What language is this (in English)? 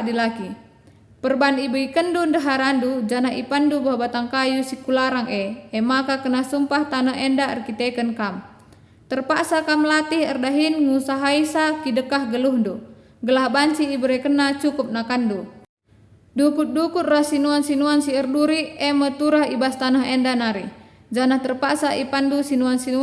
Batak Karo